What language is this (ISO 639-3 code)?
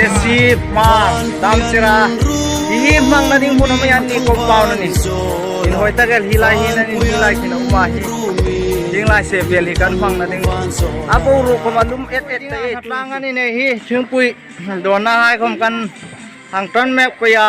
hmr